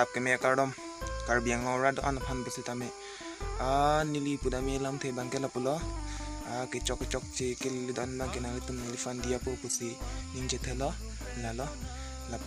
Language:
Karbi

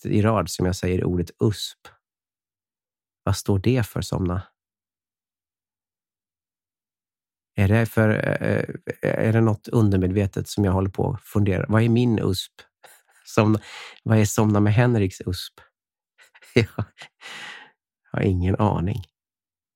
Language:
Swedish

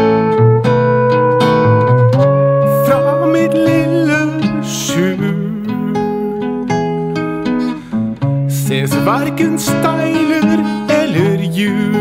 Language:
Norwegian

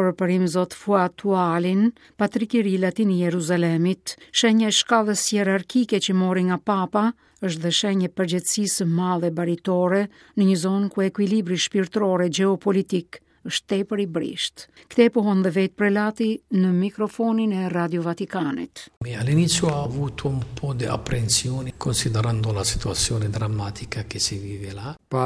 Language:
Albanian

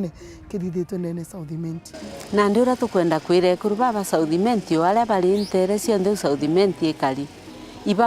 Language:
Meru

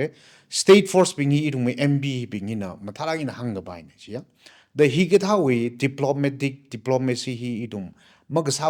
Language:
Tangkhul Naga (India)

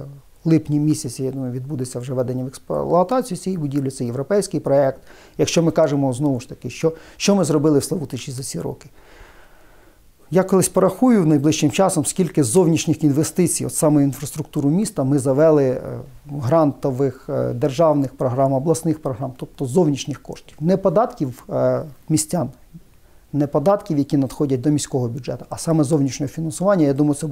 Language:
Ukrainian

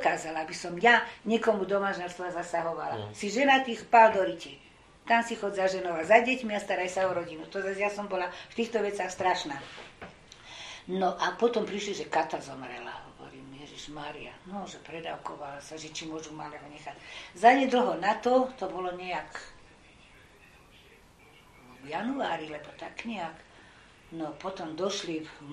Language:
Slovak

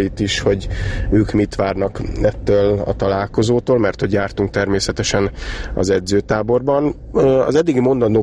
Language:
Hungarian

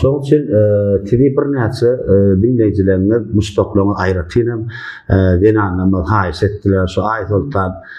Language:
Turkmen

